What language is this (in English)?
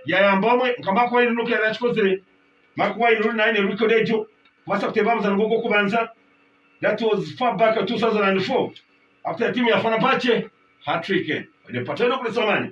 Nyankole